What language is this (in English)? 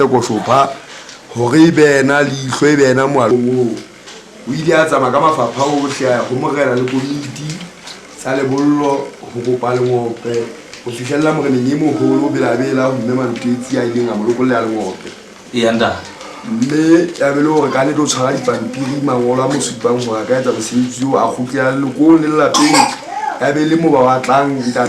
Southern Sotho